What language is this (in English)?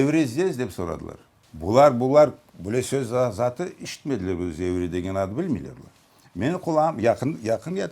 Crimean Tatar